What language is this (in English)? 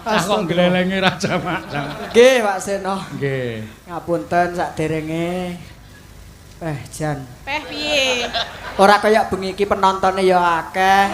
Javanese